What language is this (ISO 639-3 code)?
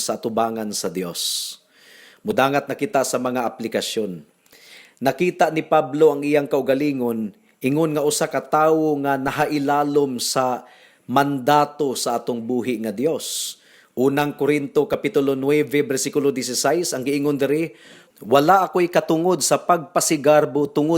ceb